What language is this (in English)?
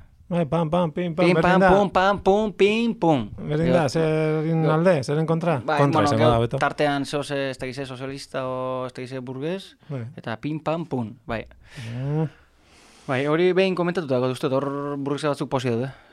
Basque